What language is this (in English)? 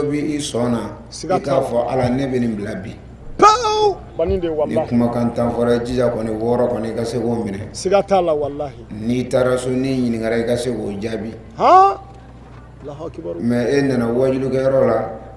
Bambara